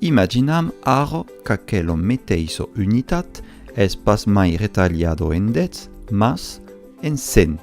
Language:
Occitan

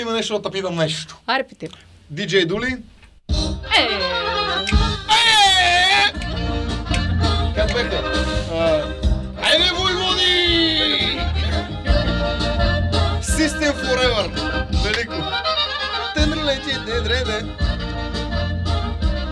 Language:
Bulgarian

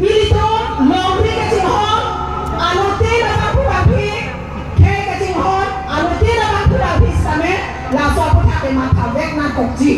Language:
Karbi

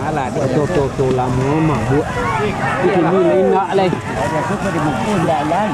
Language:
Minangkabau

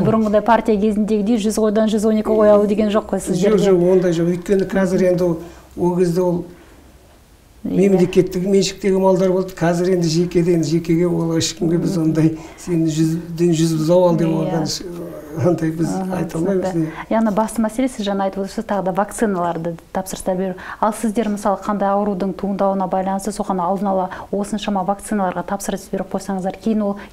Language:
Kazakh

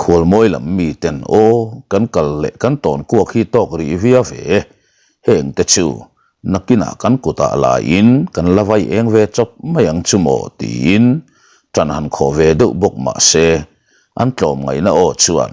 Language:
Mizo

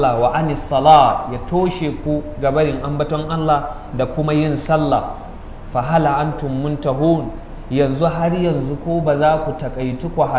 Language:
Hausa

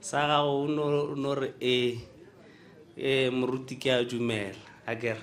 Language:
Northern Sotho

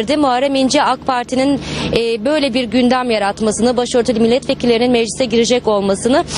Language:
Turkish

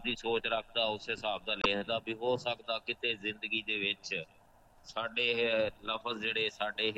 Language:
Punjabi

